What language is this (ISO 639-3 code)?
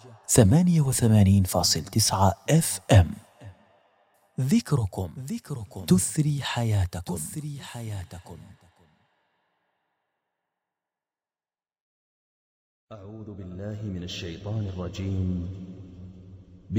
ara